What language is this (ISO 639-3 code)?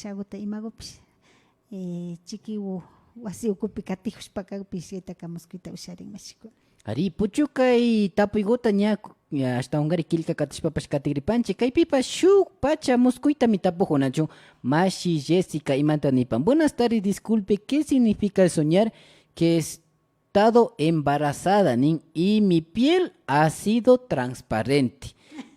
qvi